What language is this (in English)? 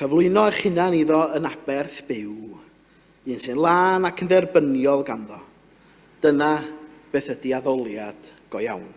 Welsh